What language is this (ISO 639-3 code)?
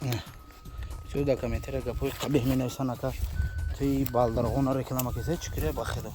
tgk